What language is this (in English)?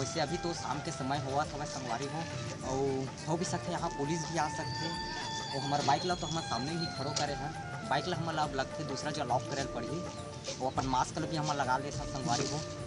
Chhattisgarhi